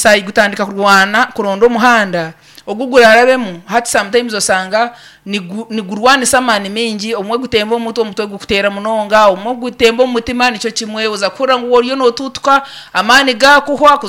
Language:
Nyankole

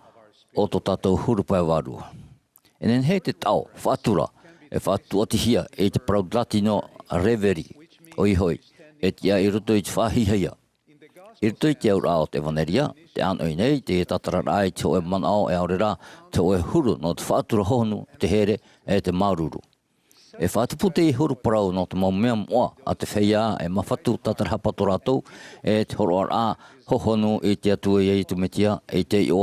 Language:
Tahitian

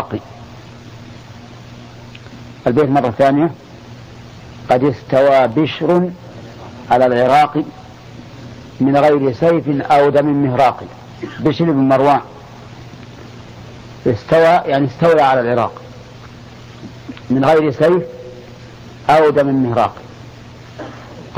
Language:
Arabic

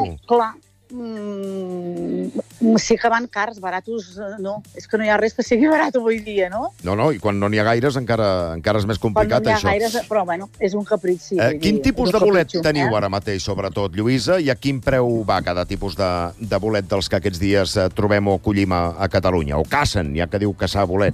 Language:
Catalan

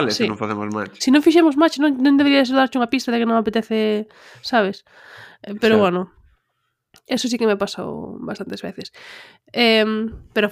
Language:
Galician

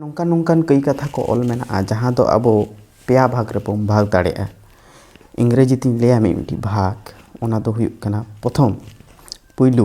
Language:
Santali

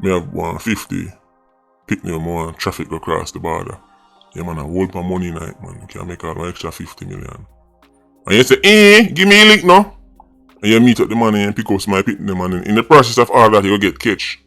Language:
Jamaican Creole English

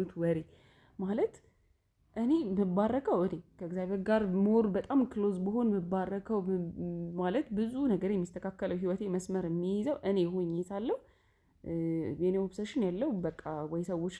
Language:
Amharic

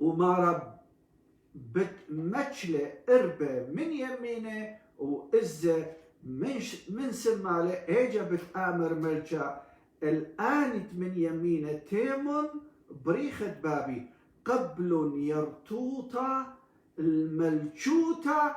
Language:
Assyrian Neo-Aramaic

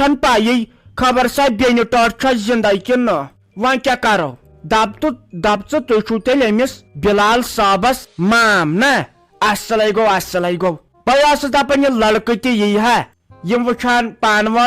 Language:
Kashmiri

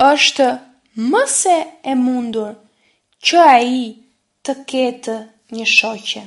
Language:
Albanian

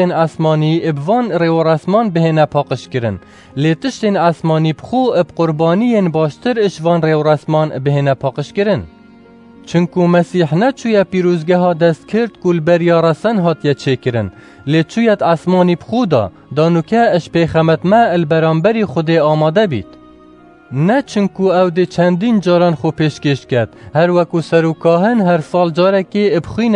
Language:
Kurdish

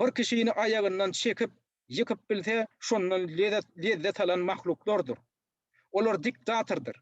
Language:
Turkmen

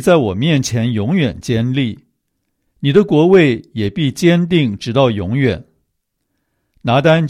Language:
Chinese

